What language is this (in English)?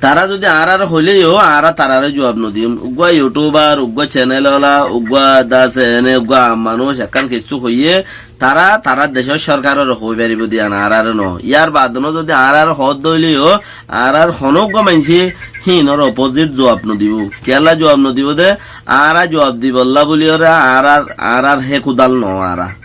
Rohingya